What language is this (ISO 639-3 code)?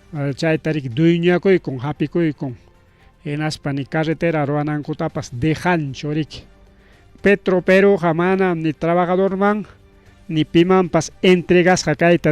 quy